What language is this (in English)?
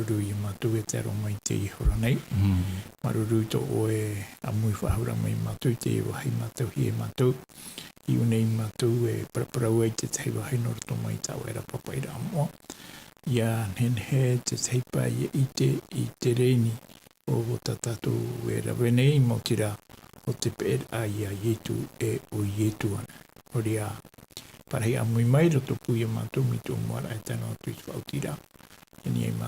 Tahitian